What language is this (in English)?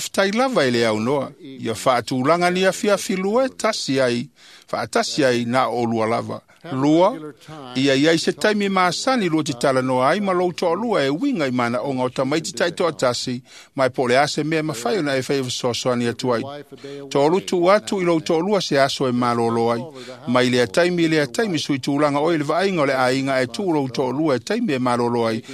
Samoan